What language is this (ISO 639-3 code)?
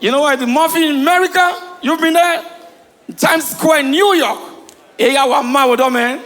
pcm